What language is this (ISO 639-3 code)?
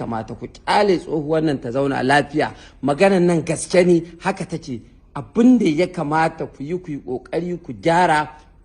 hau